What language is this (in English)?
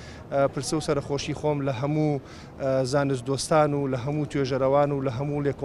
Central Kurdish